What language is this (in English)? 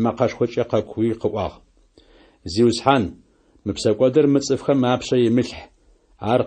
Adyghe